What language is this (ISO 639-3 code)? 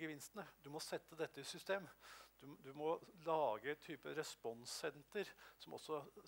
nor